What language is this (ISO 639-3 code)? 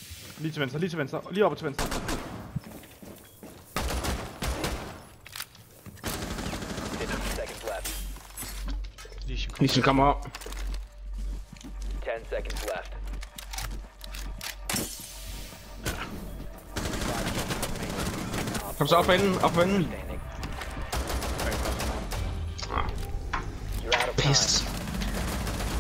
dan